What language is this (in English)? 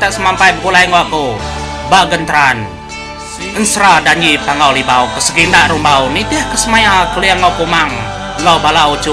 Iban